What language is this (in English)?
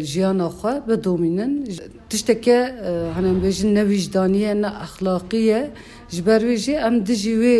Kurdish